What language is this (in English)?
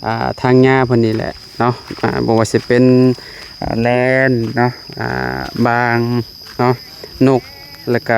Lao